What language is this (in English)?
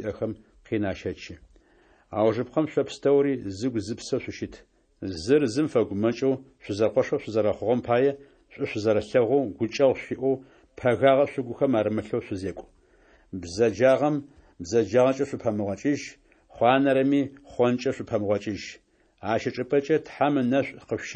Adyghe